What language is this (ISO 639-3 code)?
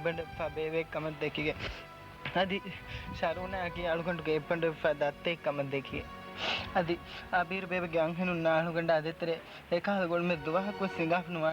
div